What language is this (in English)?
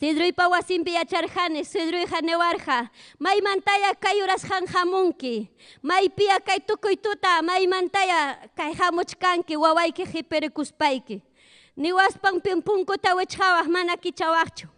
Ayacucho Quechua